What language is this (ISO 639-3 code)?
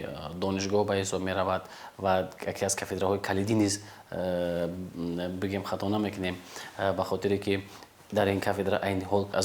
tgk